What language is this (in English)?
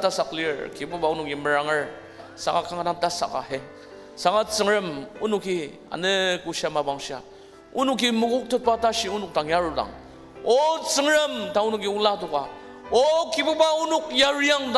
Ao Naga